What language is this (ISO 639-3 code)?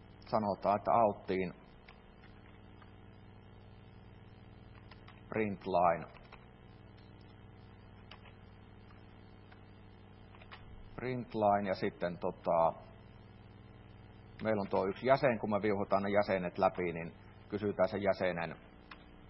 fin